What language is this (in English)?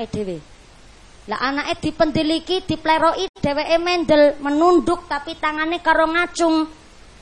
Javanese